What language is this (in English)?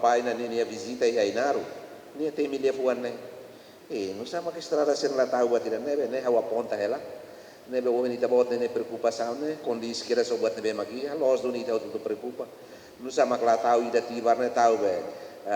Tetum